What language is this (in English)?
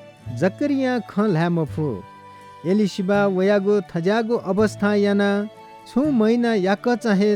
Newari